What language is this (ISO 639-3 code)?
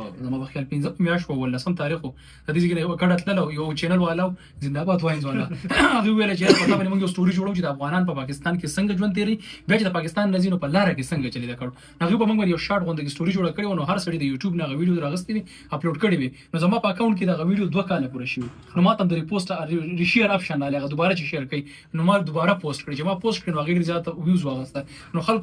pus